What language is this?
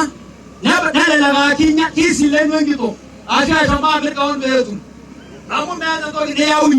Masai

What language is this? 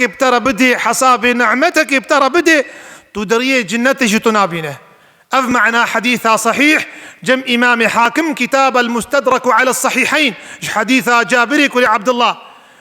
Kurdish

